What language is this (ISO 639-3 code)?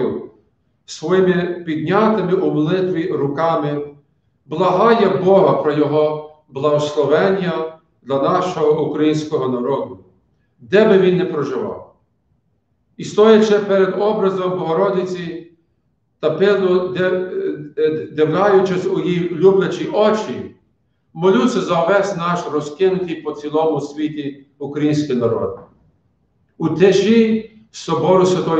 ukr